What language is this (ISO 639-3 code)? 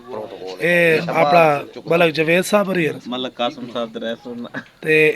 skr